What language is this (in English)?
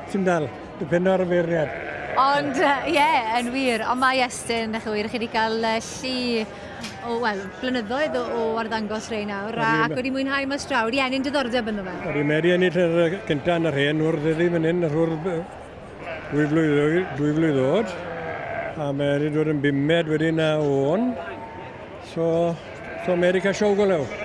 Welsh